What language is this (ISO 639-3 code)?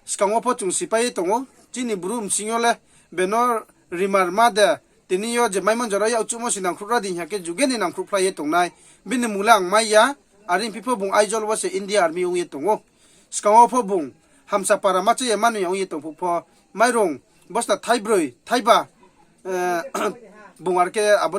ria